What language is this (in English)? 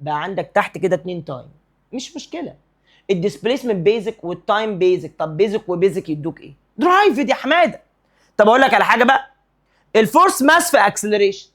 Egyptian Arabic